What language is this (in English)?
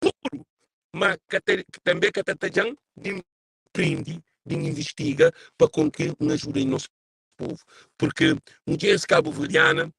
Kabuverdianu